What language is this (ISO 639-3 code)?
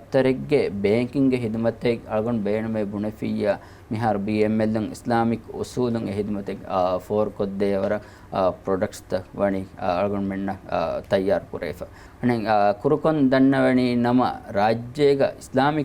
div